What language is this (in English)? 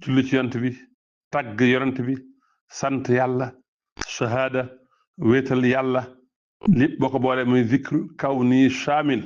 Wolof